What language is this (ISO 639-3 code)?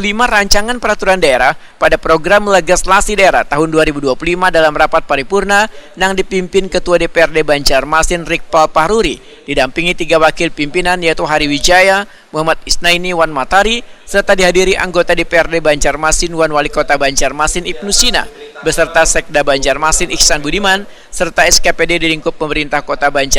bjn